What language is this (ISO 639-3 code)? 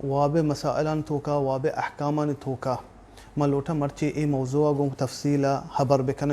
bal